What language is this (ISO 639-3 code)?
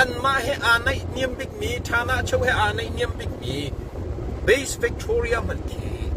cnh